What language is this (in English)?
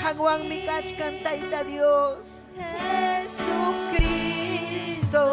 Ayacucho Quechua